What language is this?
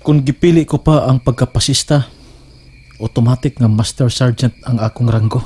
Cebuano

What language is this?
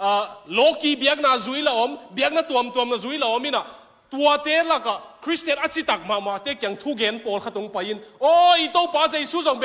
Tedim Chin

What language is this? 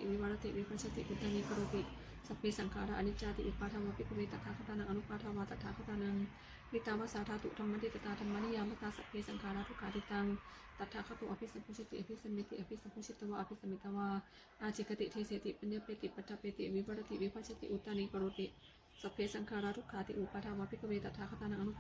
Pali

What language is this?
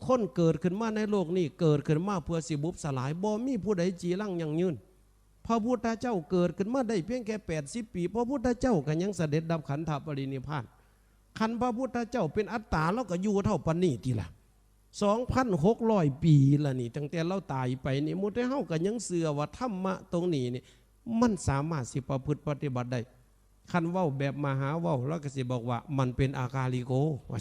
Northeastern Thai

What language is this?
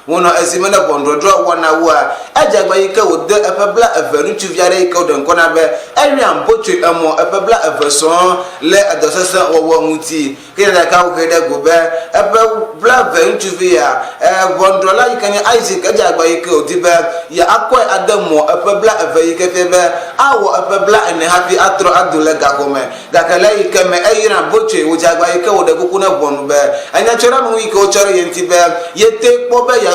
Ewe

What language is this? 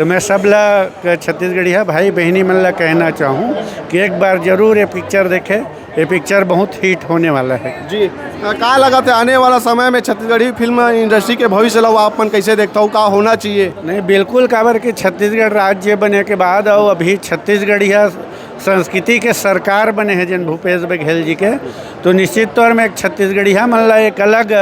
Chhattisgarhi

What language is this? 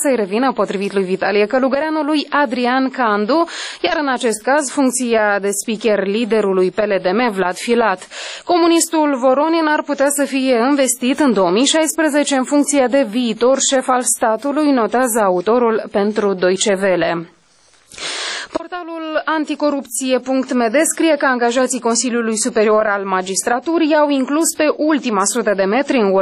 Romanian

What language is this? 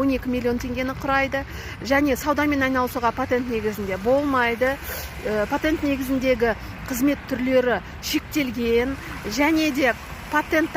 Kazakh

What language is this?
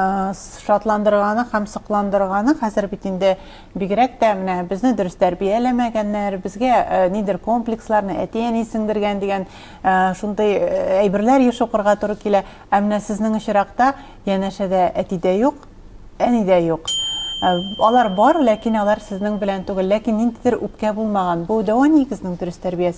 Tatar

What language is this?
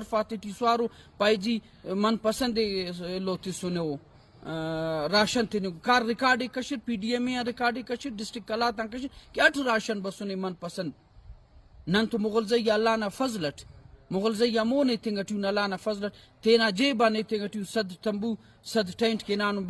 Brahui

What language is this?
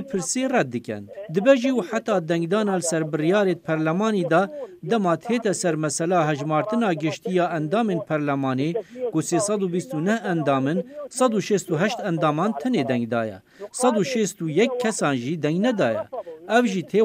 Kurdish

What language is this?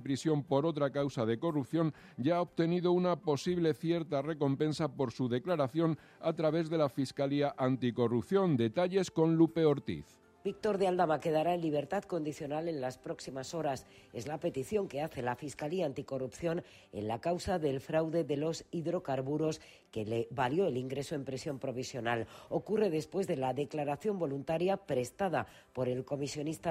Spanish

